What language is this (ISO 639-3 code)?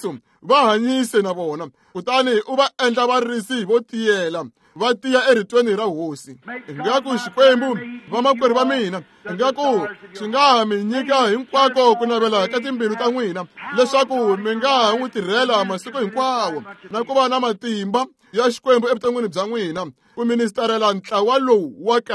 tso